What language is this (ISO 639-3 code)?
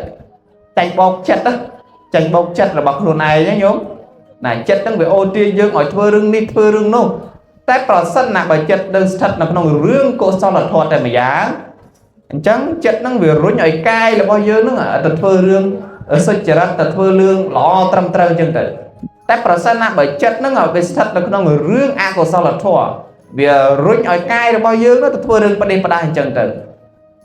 khm